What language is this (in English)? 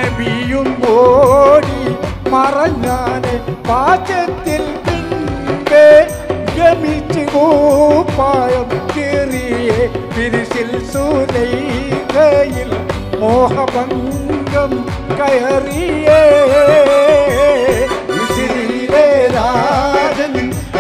Malayalam